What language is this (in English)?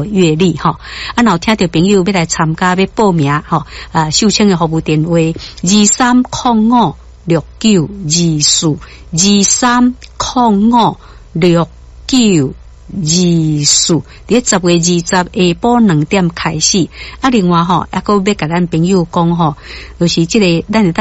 Min Nan Chinese